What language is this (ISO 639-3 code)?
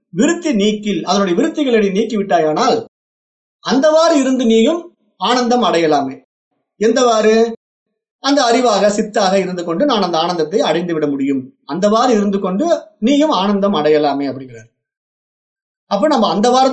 tam